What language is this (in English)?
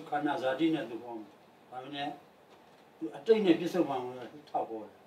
Burmese